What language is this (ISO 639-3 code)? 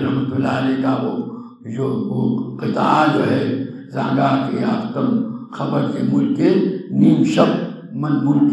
urd